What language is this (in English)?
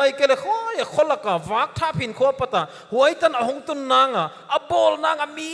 Paite Chin